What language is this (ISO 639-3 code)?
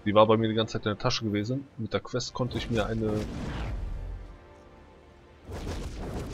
deu